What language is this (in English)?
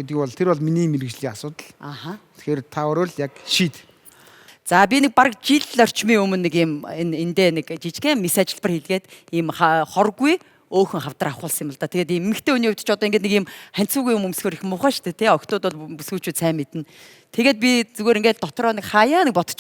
Mongolian